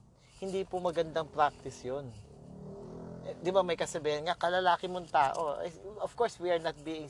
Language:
Filipino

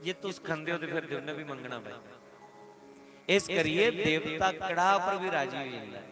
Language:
Dogri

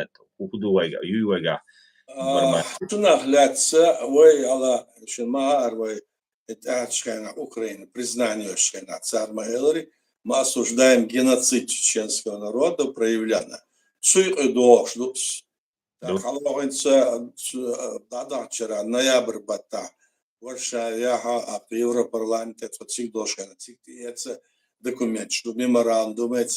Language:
Chechen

